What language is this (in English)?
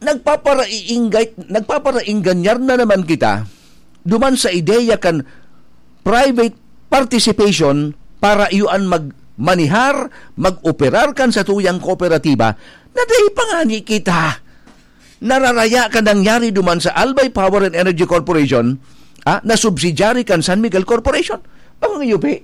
Bikol